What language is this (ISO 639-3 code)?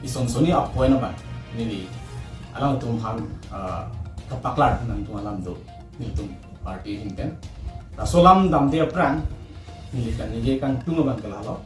mjw